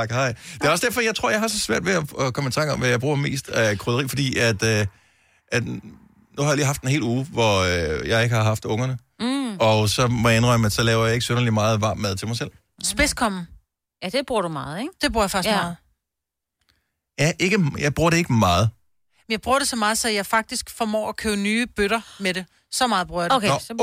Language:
Danish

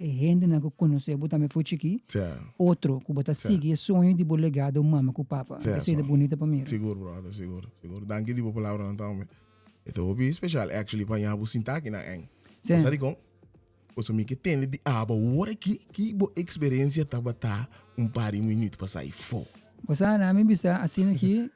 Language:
Papiamento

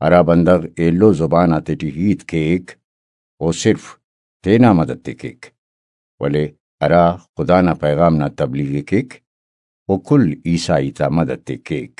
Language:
Brahui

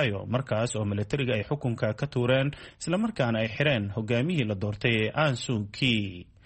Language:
Somali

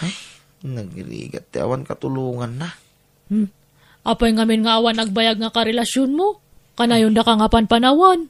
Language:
Iloko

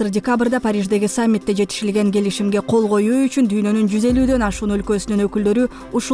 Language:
Kyrgyz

